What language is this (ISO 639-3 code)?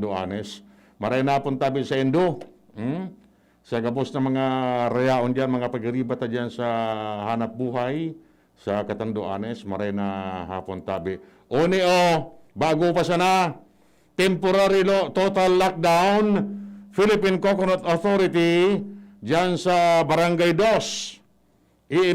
bik